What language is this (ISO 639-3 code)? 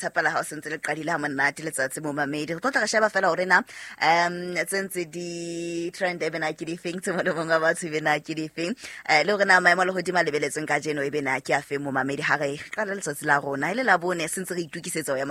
sot